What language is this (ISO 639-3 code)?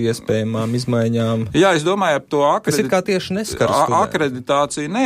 lav